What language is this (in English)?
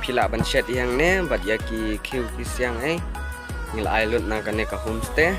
Khasi